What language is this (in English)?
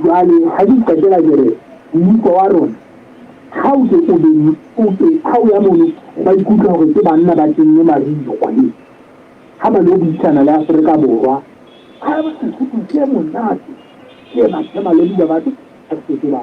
Southern Sotho